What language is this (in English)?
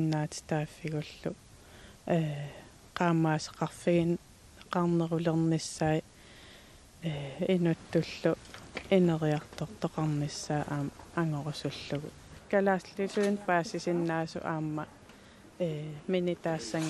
Kalaallisut